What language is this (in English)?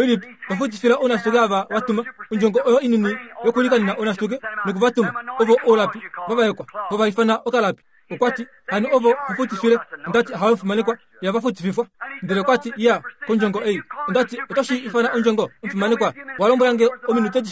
Kuanyama